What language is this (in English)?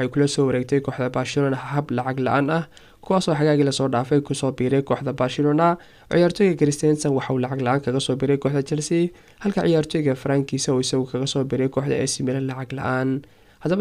Somali